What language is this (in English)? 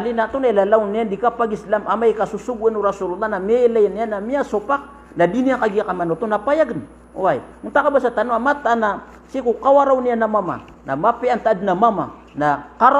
Maranao